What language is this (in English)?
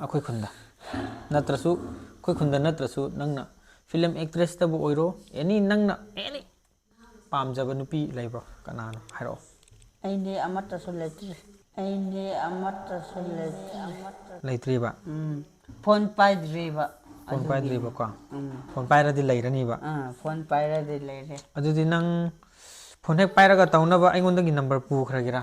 Manipuri